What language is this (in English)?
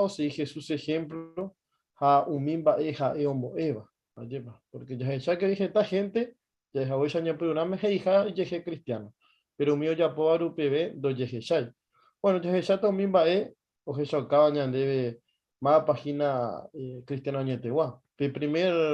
Guarani